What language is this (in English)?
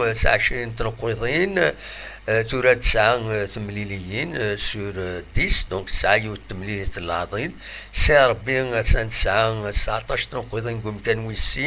Kabyle